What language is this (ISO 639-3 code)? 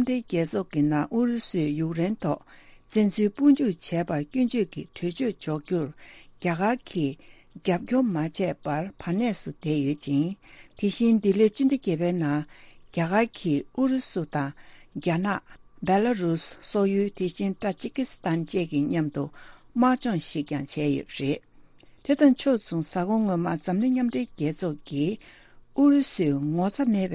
bod